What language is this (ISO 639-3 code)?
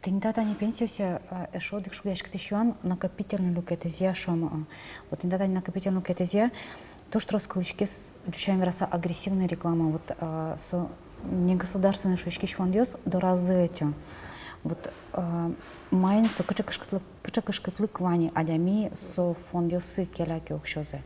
udm